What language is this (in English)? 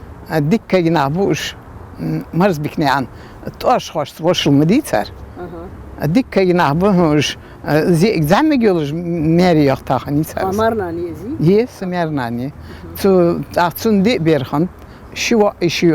Ingush